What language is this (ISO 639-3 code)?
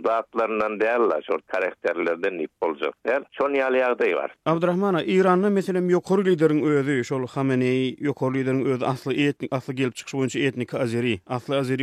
tuk